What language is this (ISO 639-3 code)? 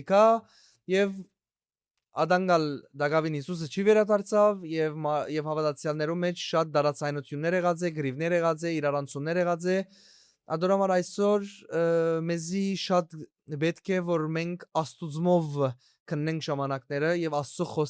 hyw